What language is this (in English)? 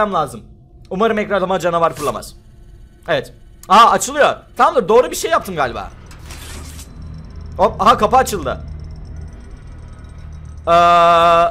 Turkish